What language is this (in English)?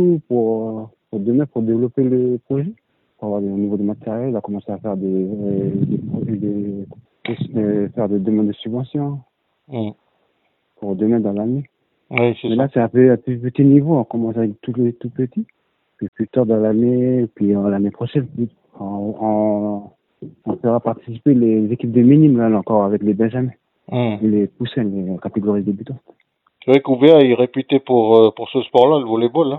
French